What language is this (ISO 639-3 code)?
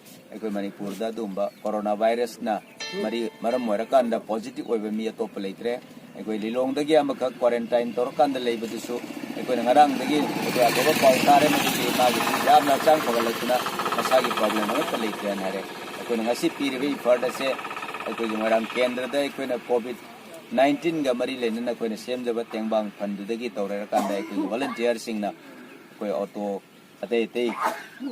mni